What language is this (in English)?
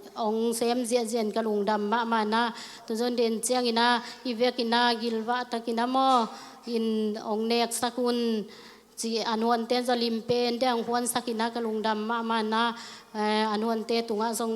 Tedim Chin